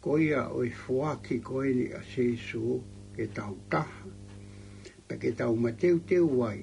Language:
Tongan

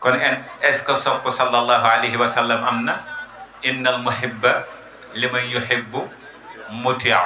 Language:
Wolof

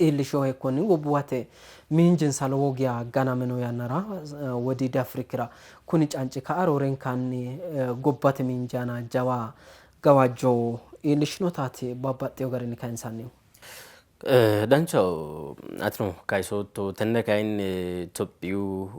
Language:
Sidamo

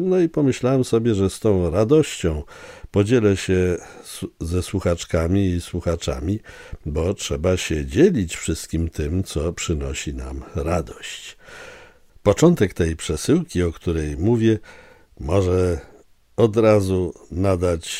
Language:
Polish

